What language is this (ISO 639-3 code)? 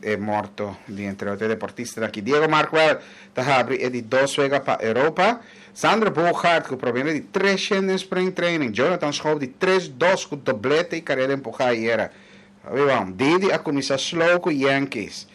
pap